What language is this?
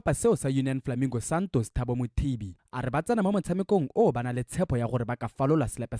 Tswana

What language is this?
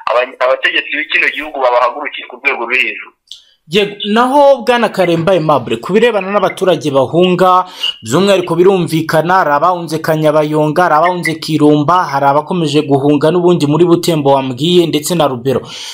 Kinyarwanda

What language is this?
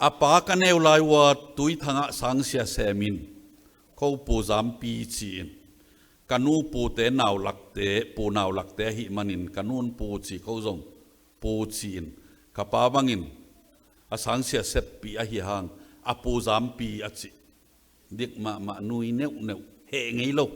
Tedim Chin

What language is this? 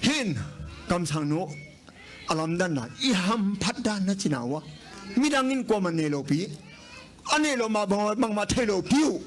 Tedim Chin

